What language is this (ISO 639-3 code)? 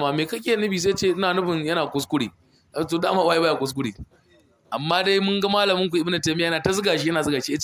hau